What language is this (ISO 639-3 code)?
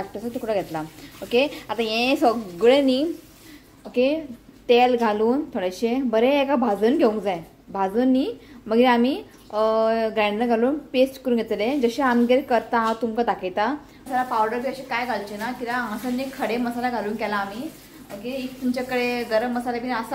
kok